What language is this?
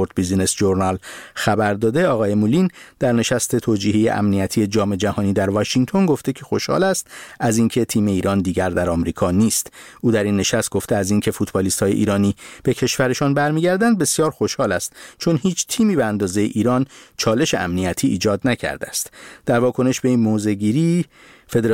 Persian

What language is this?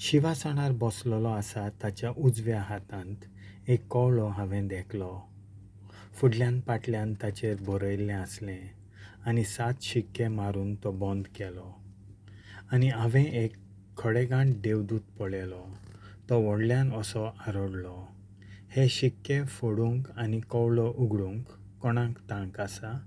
Konkani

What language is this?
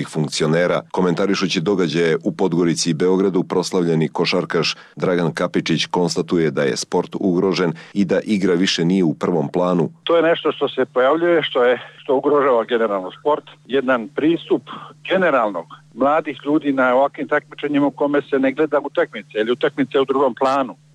Serbian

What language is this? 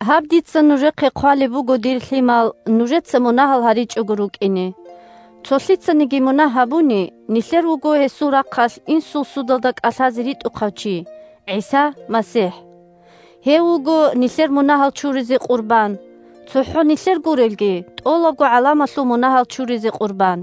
Avaric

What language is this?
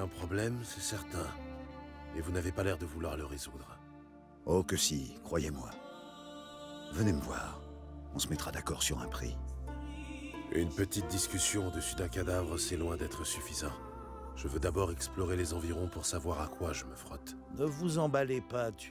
French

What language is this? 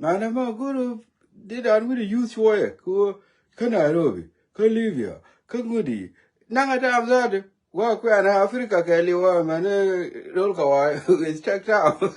Nuer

